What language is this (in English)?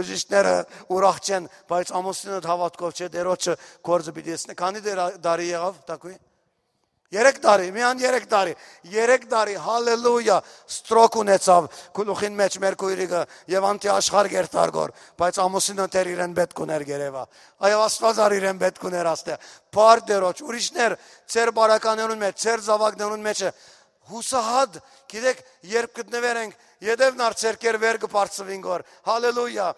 Western Armenian